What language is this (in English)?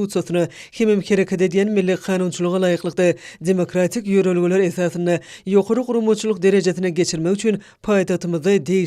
Turkmen